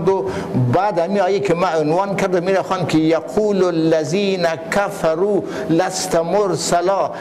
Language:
Persian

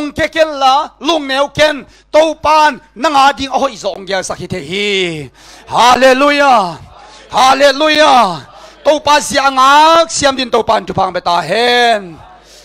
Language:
Tedim Chin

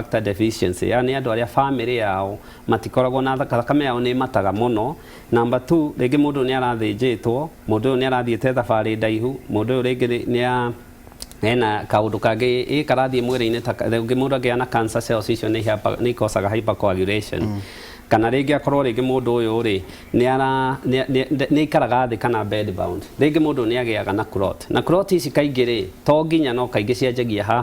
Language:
Kikuyu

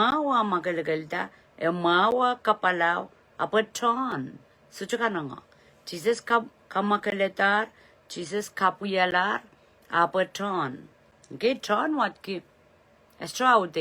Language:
Pohnpeian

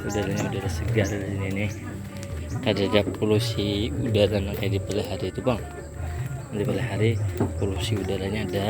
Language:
Banjar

